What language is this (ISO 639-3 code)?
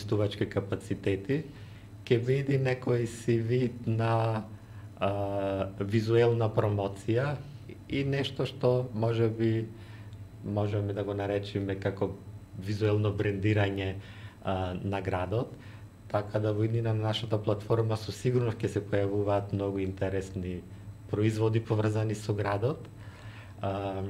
mkd